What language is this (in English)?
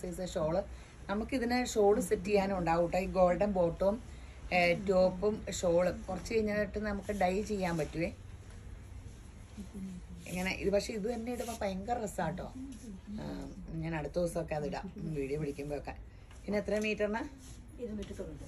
Malayalam